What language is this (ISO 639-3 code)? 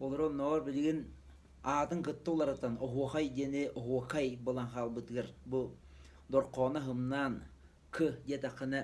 sah